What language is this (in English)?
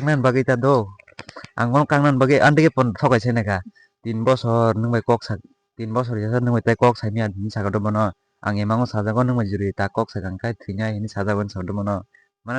Kok Borok